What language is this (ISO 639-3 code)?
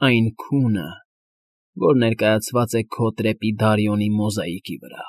hye